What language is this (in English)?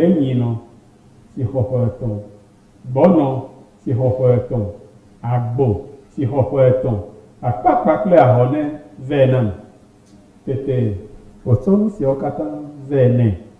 Ewe